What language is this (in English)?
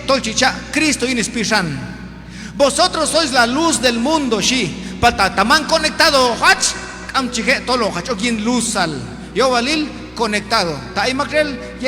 Q'anjob'al